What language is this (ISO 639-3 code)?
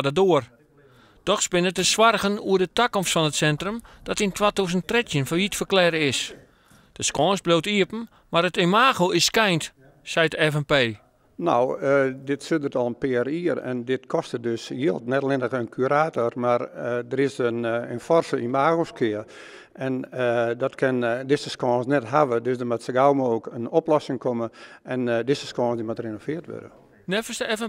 fry